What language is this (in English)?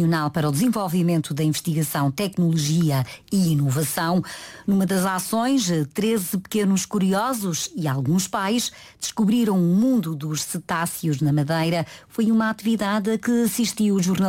Portuguese